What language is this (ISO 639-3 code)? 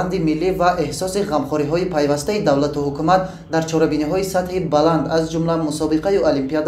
tgk